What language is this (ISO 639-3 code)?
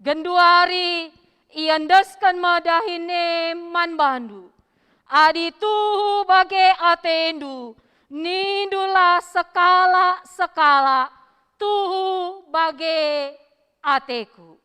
btx